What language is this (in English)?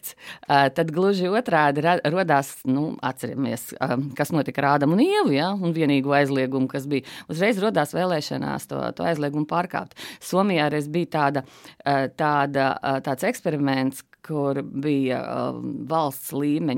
Latvian